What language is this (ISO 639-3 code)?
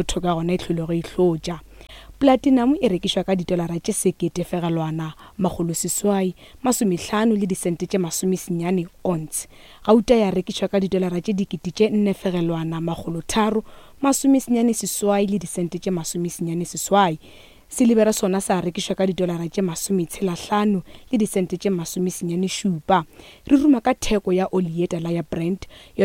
nso